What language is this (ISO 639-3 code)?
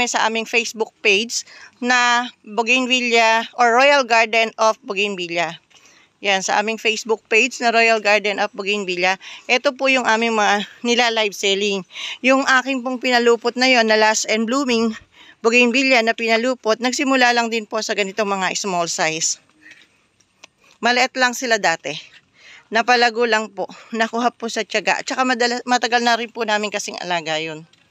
fil